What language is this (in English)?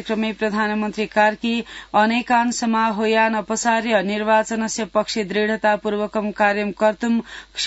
Sanskrit